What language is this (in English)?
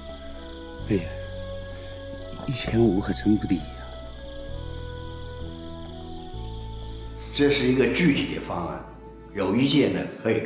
Chinese